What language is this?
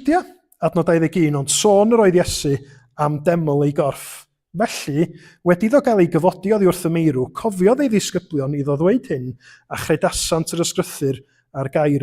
Welsh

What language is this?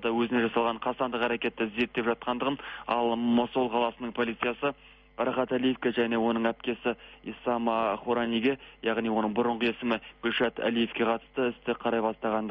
Kazakh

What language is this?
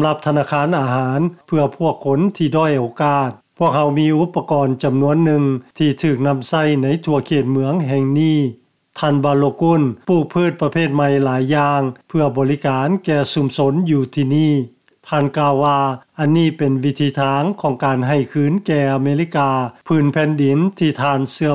Lao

